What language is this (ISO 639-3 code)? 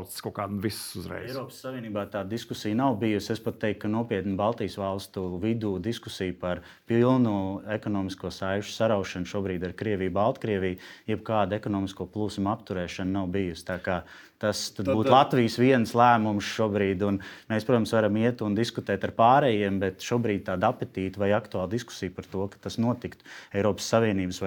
lav